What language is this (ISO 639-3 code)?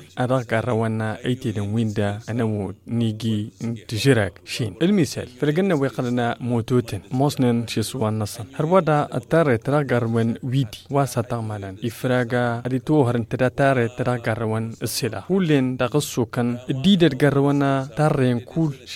taq